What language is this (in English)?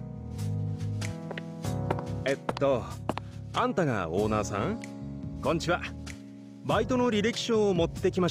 Japanese